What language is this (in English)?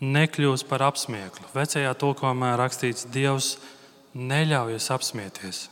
Latvian